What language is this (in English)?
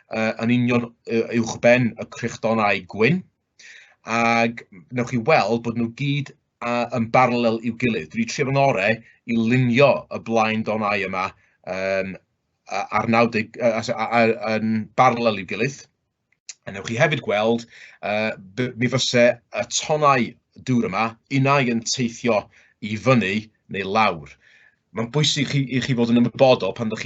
Welsh